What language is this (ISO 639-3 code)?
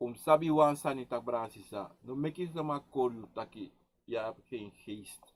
srn